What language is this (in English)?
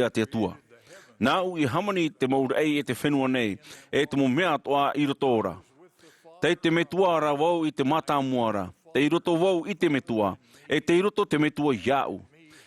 Tahitian